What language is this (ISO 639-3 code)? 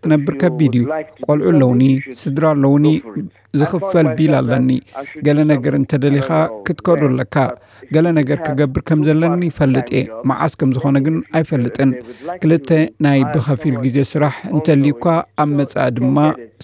tir